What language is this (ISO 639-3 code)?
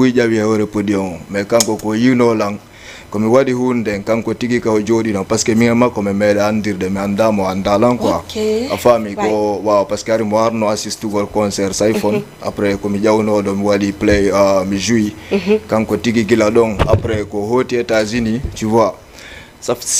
ful